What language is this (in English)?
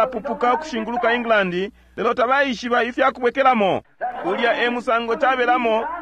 Bemba